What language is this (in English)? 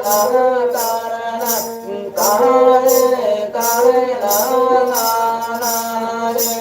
Santali